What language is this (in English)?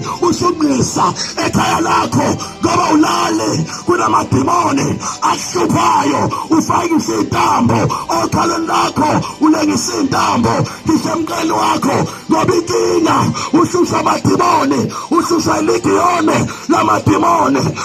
Zulu